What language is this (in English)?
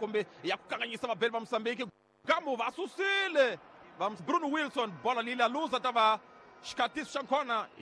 Tsonga